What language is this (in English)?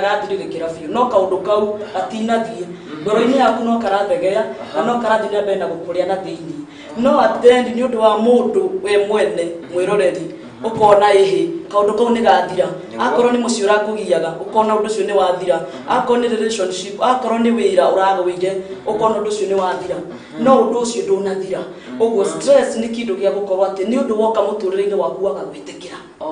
Kikuyu